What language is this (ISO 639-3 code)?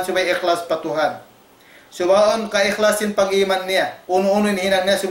tsg